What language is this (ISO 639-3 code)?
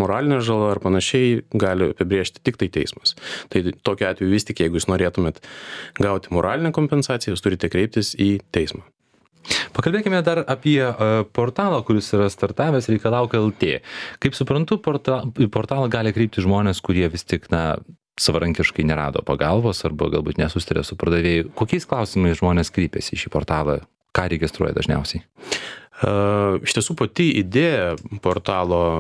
lit